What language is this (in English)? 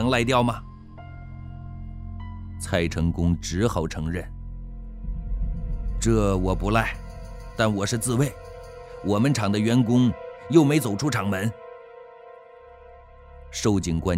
Chinese